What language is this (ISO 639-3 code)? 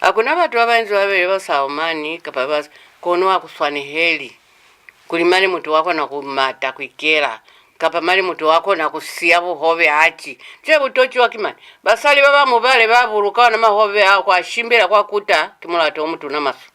loz